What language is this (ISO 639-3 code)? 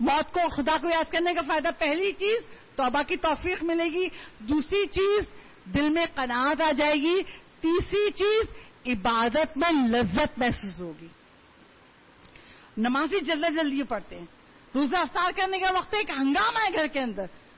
urd